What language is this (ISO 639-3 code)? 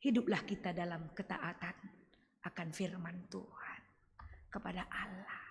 btx